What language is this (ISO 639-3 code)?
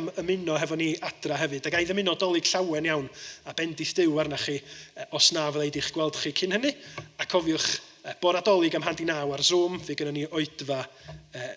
cym